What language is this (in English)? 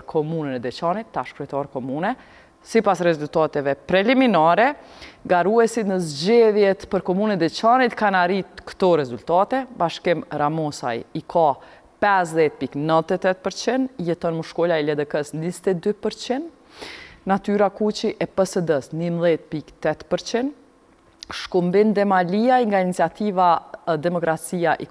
Albanian